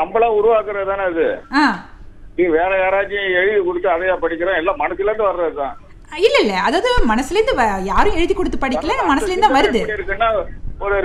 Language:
Tamil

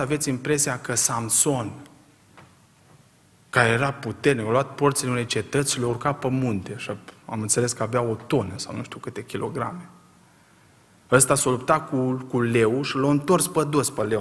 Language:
Romanian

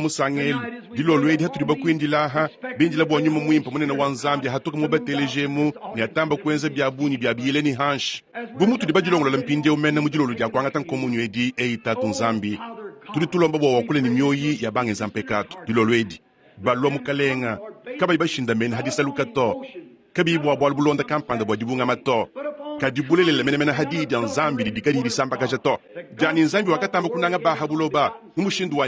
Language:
Luba-Lulua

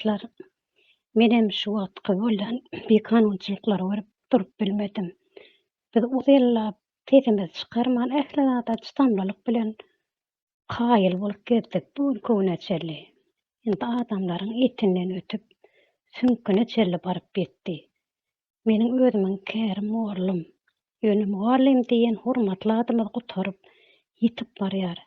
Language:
Turkmen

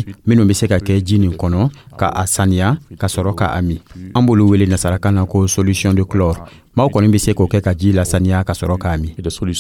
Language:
Dyula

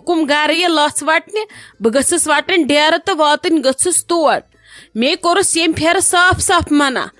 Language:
Kashmiri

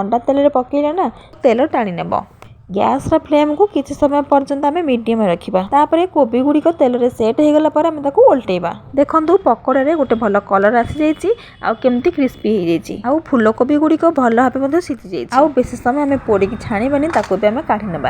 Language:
Odia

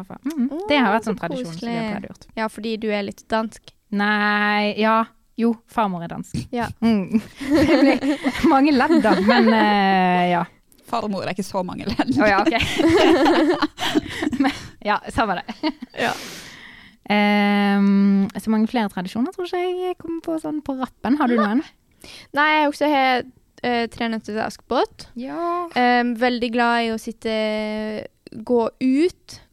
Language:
Norwegian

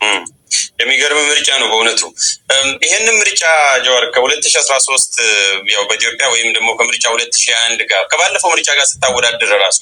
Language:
Amharic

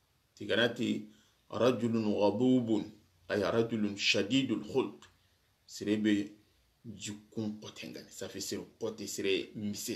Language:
Soninke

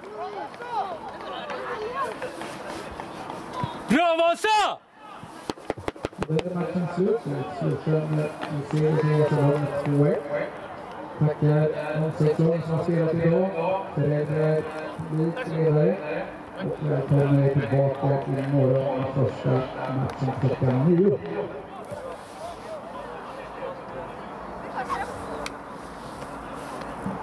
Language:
Swedish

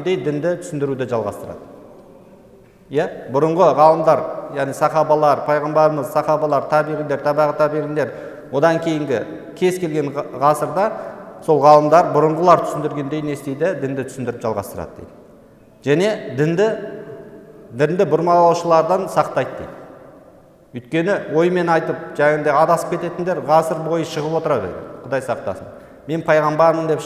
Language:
Kazakh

